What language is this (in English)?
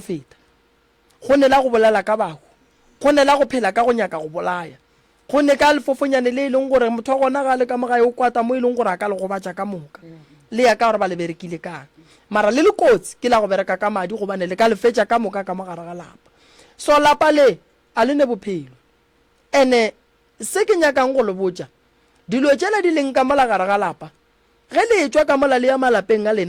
Northern Sotho